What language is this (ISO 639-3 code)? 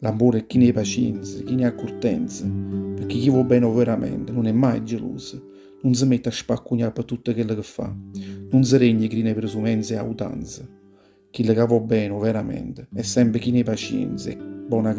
nap